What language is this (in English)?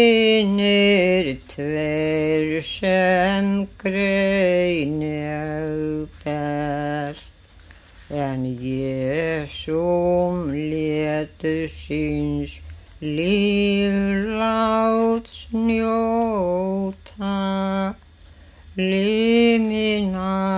Icelandic